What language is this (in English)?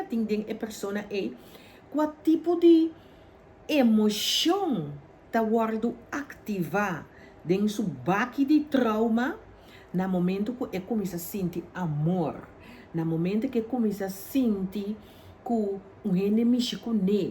Papiamento